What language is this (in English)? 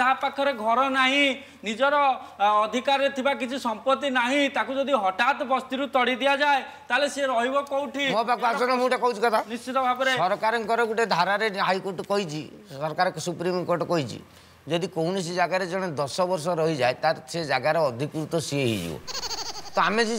Odia